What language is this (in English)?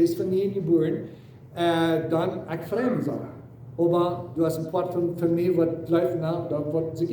Plautdietsch